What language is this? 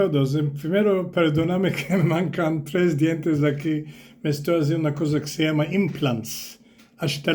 Ladino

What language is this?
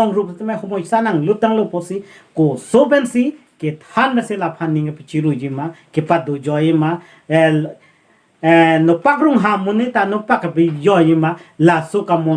Karbi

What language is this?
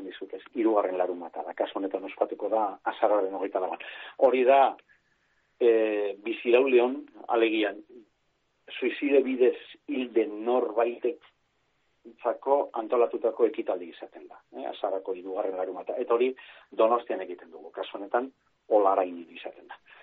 Basque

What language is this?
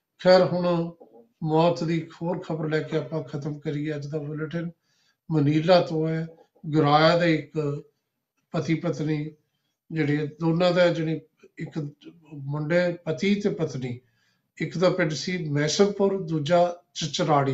Punjabi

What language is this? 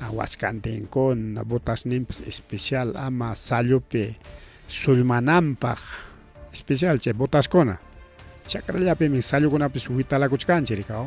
Ayacucho Quechua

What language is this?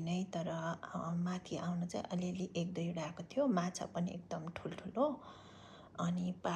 Nepali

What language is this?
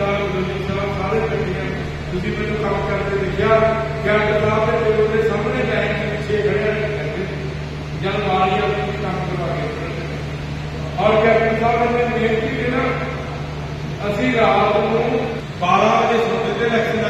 Punjabi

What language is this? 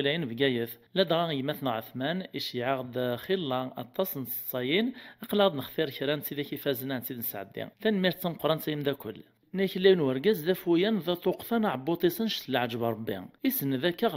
Kabyle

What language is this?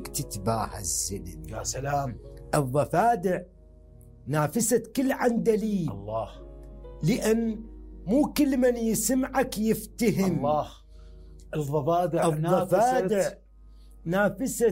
Mesopotamian Arabic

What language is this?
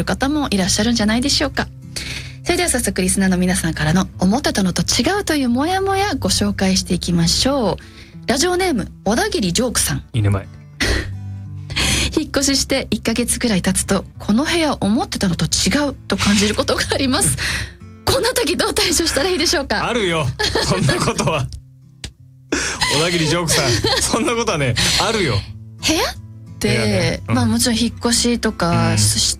Japanese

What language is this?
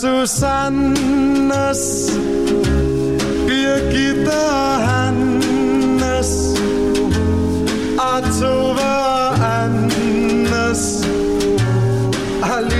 Danish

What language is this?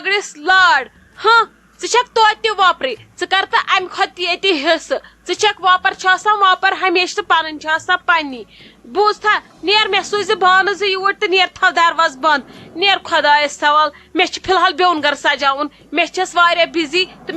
Kashmiri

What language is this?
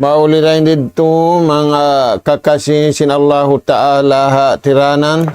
Tausug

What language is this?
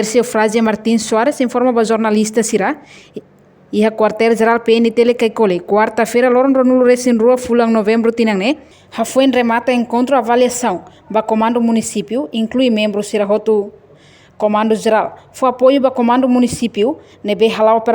Tetum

